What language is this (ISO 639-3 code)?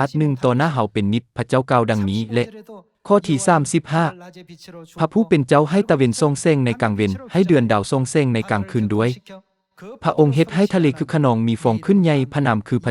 lao